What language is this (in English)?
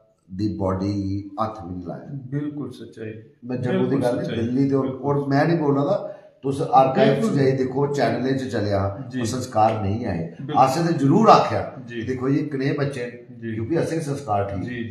Dogri